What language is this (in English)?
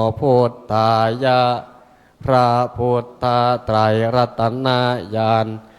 Pali